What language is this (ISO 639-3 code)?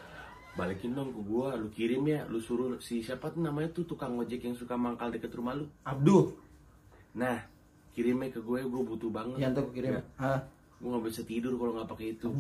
bew